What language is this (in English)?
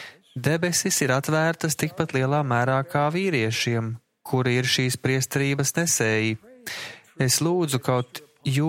Latvian